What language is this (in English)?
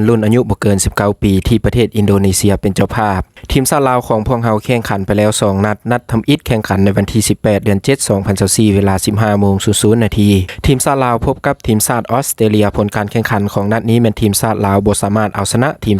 Lao